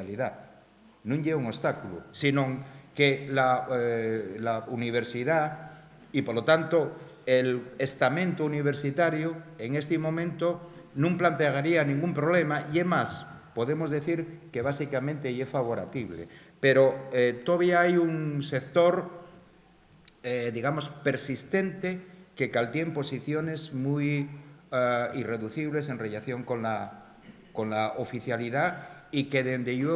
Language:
Asturian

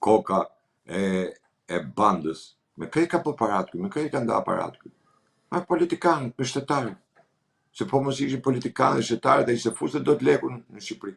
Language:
Albanian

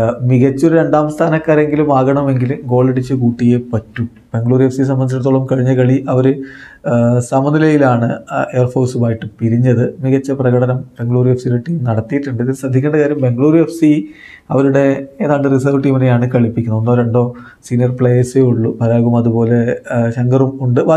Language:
Malayalam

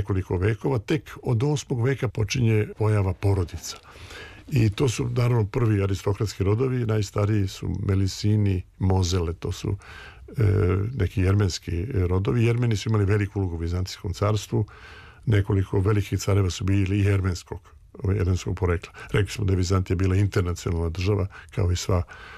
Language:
Serbian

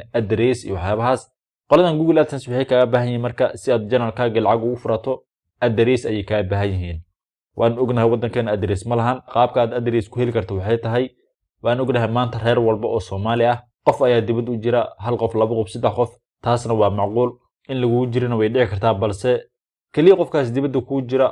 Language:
Somali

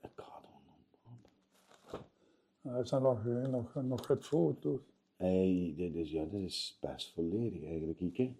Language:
Limburgish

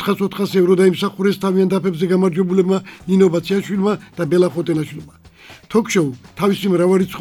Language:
Georgian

